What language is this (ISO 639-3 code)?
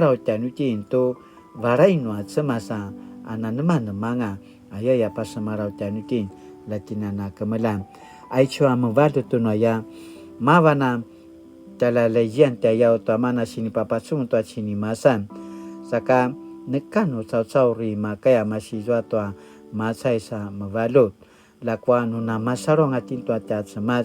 pwn